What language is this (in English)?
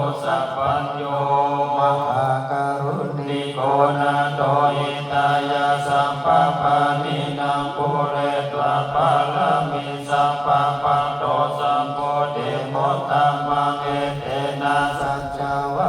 Pali